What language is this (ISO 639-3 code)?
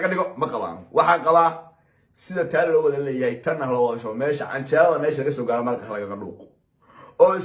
som